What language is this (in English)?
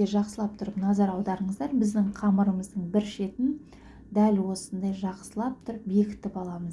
Kazakh